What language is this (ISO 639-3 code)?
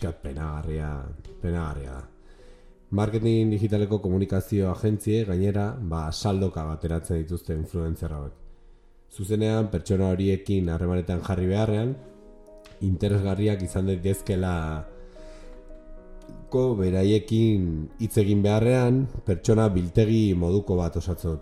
eus